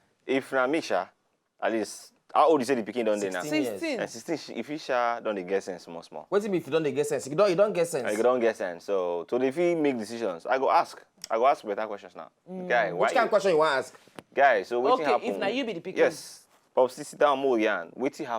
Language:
Nigerian Pidgin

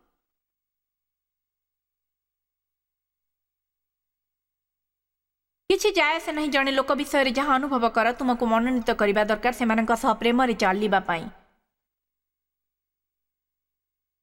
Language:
Odia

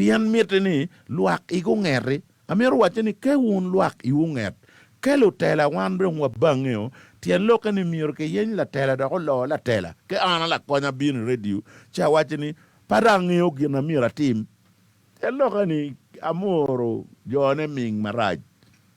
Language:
Acoli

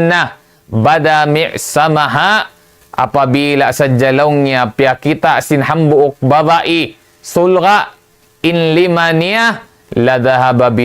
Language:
Tausug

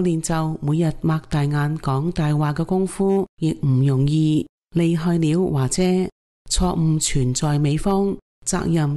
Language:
Cantonese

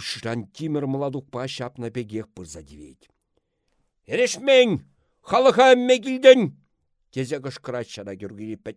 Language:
Chuvash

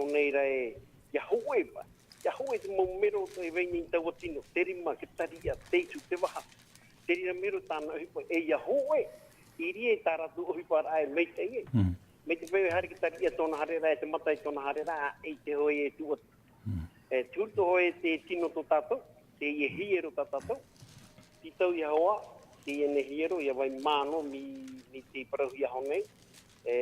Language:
Tahitian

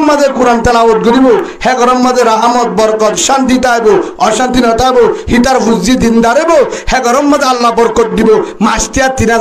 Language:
Rohingya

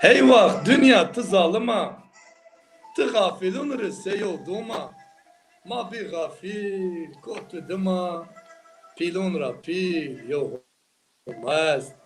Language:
Zaza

